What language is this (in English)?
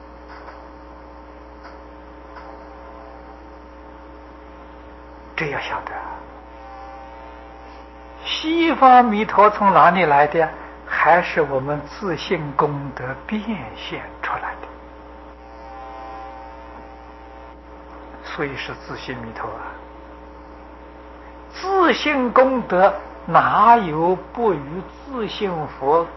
Chinese